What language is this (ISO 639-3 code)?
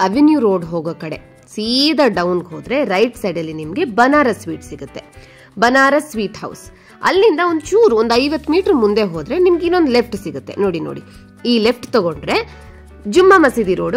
kan